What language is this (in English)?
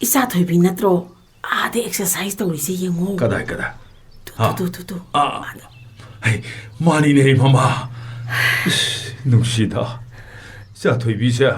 Manipuri